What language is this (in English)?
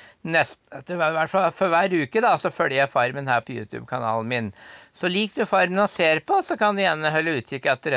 Norwegian